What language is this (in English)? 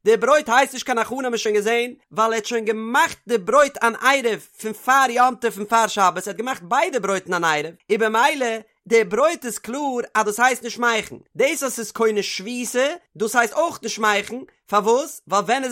Yiddish